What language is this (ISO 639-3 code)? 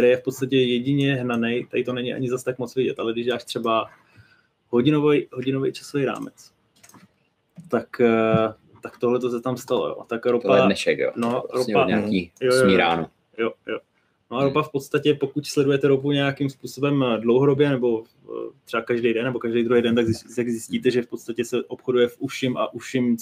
ces